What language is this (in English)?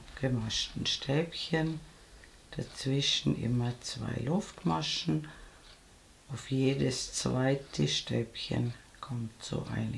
German